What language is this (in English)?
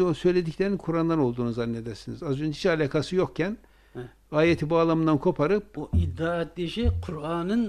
Turkish